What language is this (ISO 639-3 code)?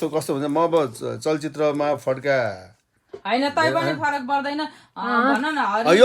nep